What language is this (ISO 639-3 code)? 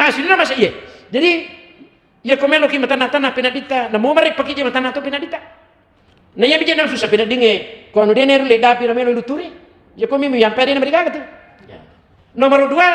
bug